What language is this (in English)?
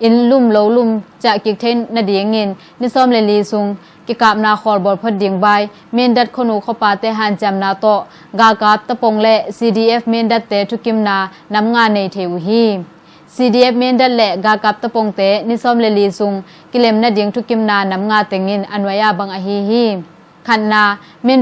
Tedim Chin